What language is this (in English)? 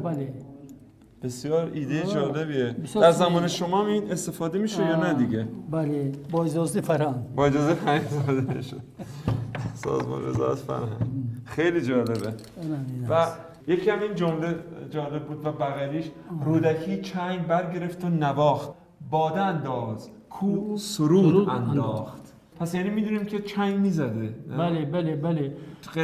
Persian